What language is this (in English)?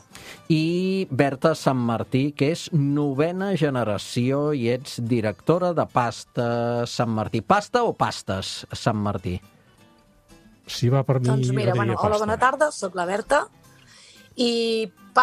Catalan